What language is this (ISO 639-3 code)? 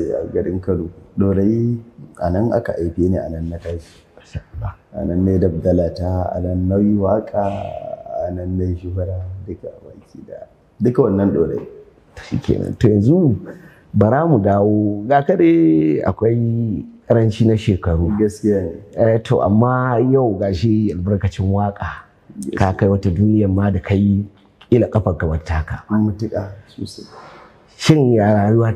hau